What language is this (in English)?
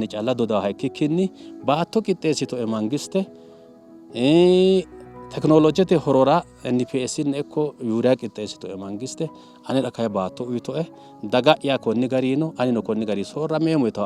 Sidamo